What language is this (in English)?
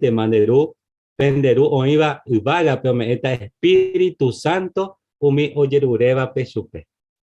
Guarani